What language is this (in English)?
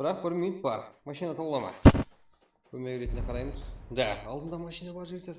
Kara-Kalpak